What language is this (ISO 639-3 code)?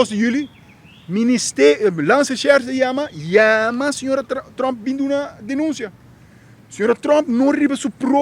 pap